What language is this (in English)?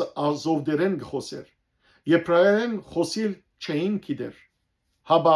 Western Armenian